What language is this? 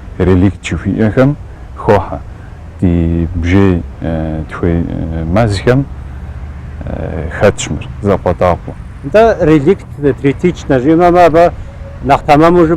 Kabardian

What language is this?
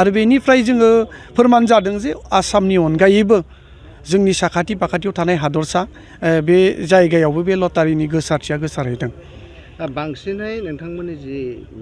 Bodo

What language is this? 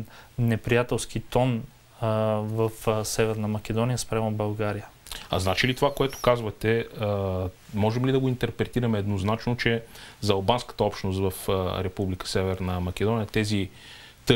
Bulgarian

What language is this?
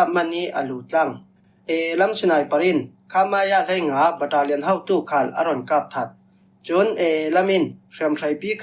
Falam Chin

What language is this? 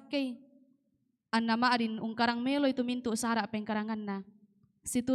Toraja-Sa'dan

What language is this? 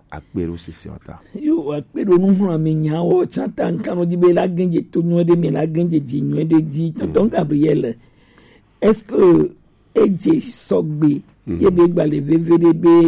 Gen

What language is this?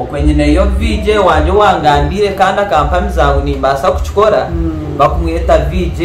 Nyankole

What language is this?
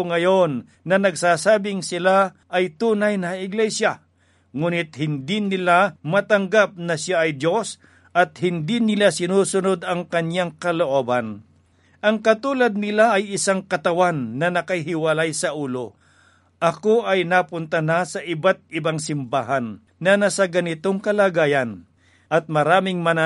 Filipino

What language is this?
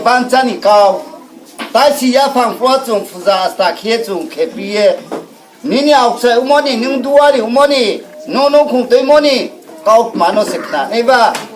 Riang (India)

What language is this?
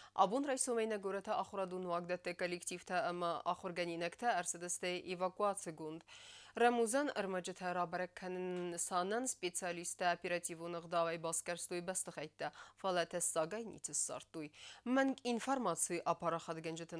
Ossetic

